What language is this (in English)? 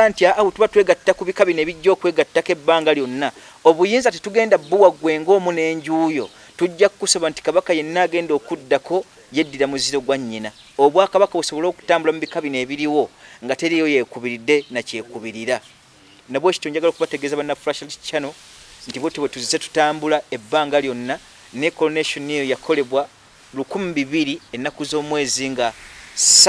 Ganda